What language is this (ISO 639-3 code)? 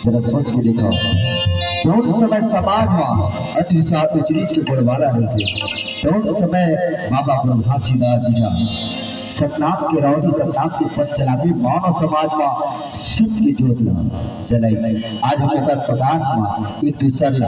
hne